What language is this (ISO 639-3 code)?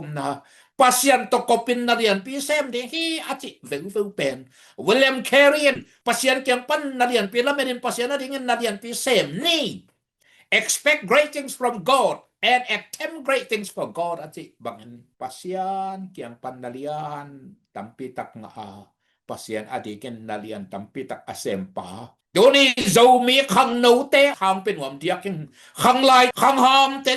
ctd